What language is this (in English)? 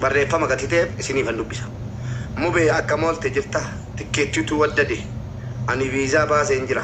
Oromo